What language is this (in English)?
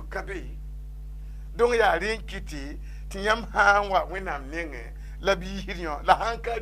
Mossi